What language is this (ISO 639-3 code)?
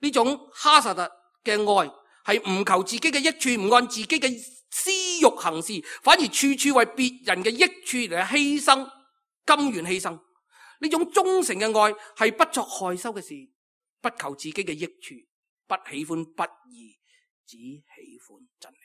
yue